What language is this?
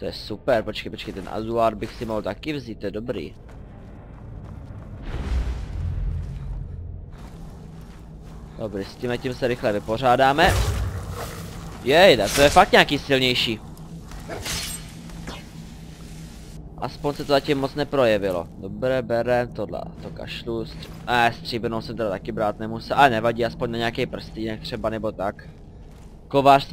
Czech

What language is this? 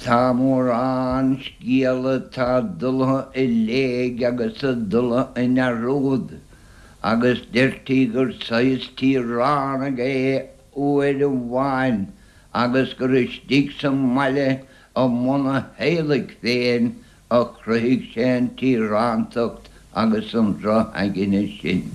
Irish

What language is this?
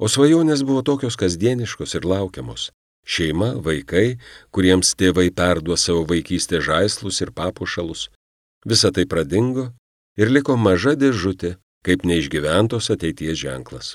Lithuanian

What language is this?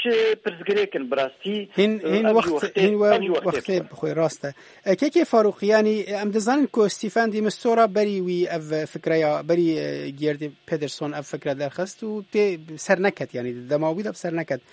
Kurdish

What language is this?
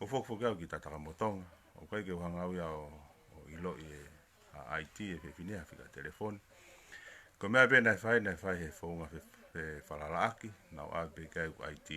Tongan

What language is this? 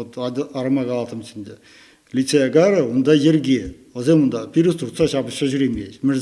Chuvash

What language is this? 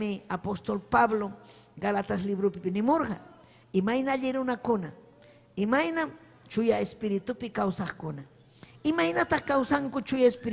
Ayacucho Quechua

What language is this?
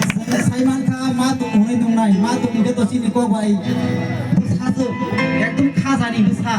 Kok Borok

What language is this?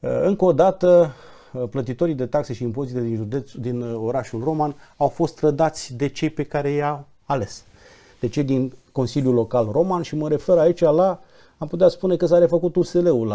Romanian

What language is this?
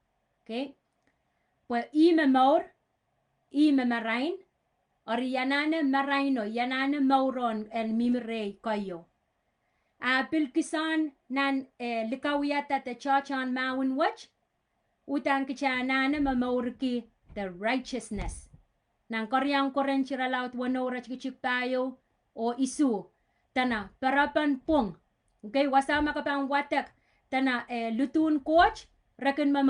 Pohnpeian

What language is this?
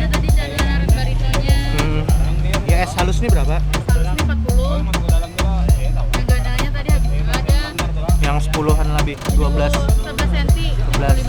Banjar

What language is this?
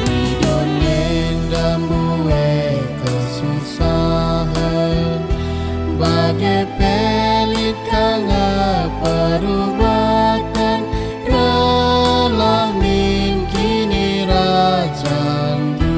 Batak Karo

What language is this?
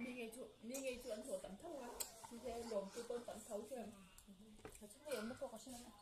Mizo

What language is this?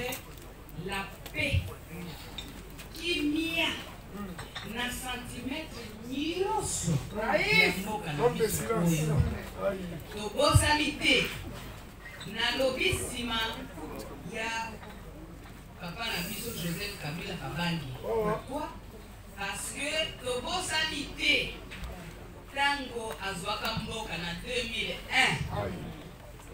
Lingala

